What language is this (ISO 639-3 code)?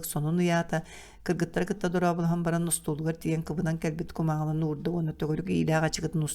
sah